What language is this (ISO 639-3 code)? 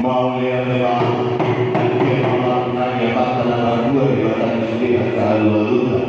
bbc